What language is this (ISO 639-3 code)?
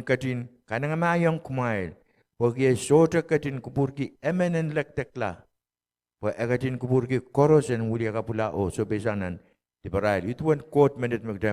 pon